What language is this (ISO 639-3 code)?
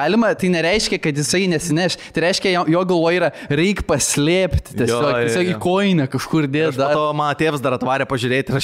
lit